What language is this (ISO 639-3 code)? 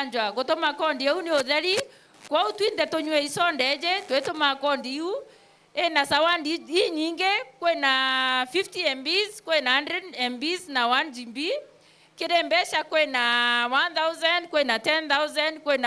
mer